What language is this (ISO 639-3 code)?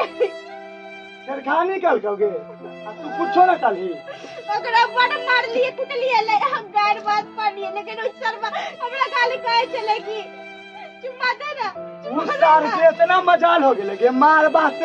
mai